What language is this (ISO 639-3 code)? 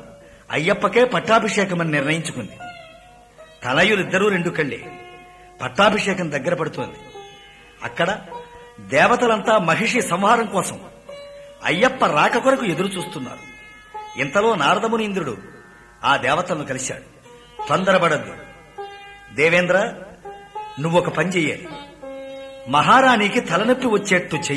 tel